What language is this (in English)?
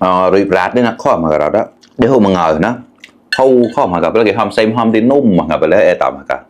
Mon